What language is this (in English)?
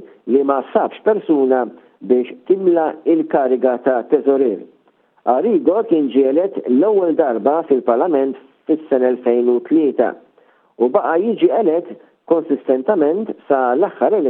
Maltese